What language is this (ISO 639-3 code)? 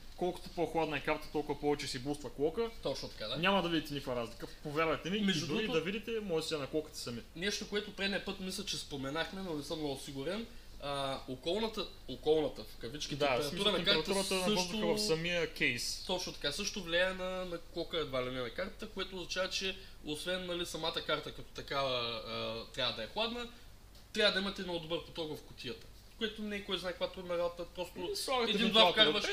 bul